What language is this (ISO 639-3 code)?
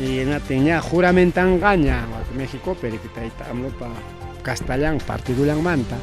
quy